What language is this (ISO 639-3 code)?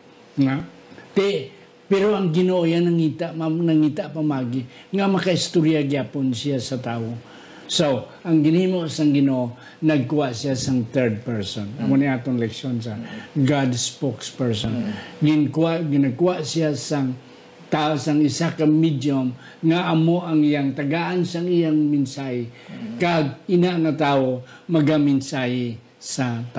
hil